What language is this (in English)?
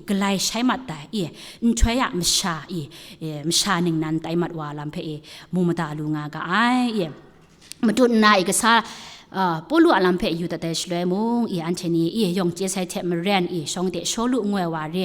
Kachin